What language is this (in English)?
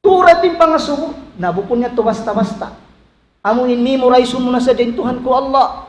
Tausug